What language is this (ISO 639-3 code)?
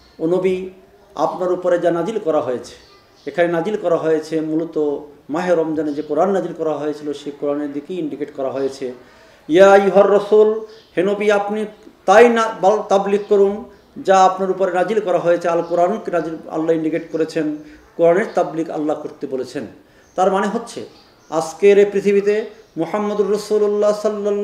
ben